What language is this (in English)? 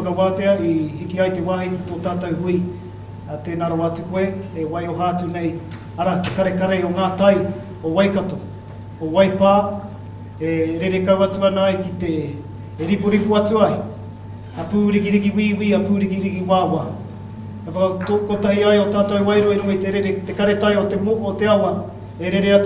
Māori